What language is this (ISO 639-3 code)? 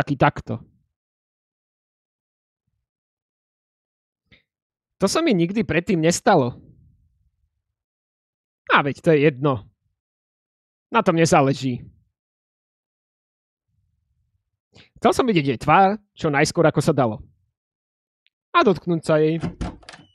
slk